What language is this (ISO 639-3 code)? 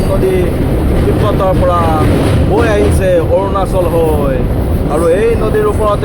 asm